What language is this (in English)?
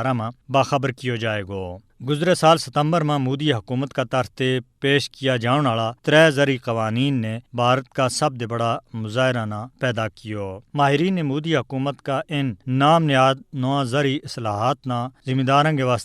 Gujari